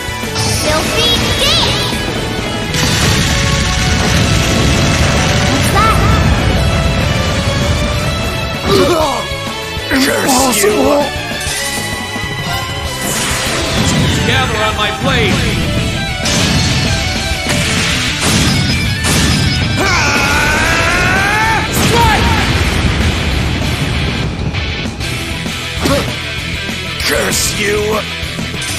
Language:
English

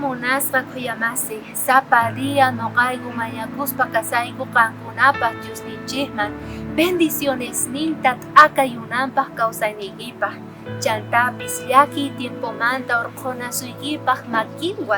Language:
South Bolivian Quechua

